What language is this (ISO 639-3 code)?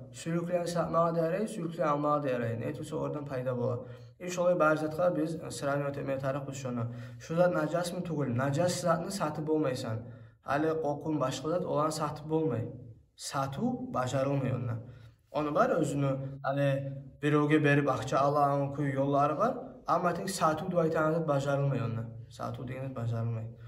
kum